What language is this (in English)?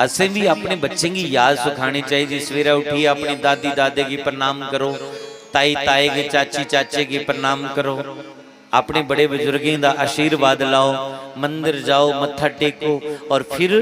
Dogri